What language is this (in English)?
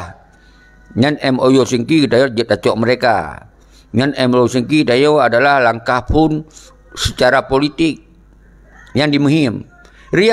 Achinese